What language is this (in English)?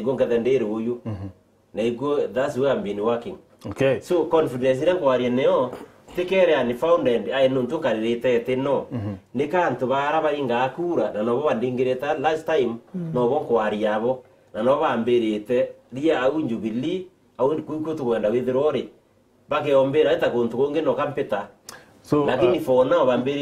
Meru